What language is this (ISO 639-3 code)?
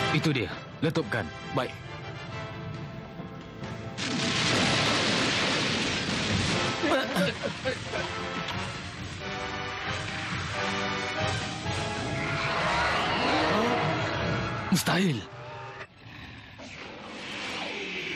msa